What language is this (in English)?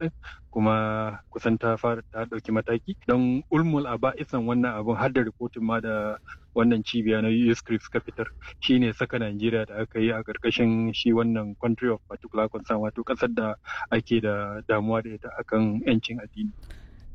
Hausa